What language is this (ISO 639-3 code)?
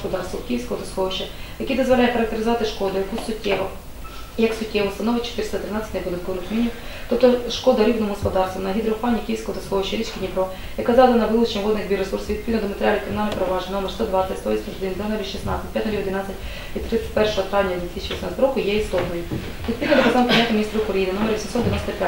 ukr